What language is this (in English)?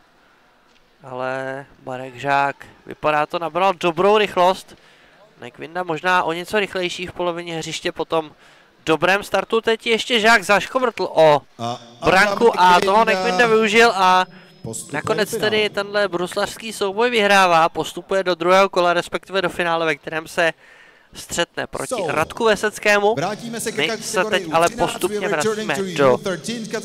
Czech